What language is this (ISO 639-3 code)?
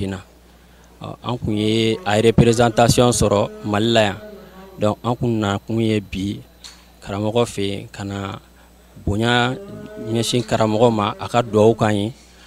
bam